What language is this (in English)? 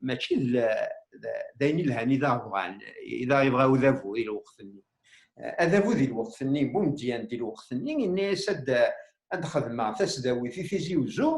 Kabyle